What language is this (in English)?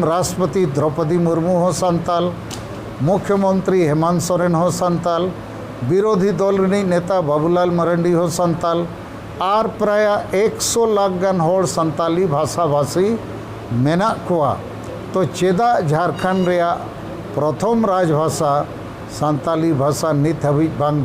Santali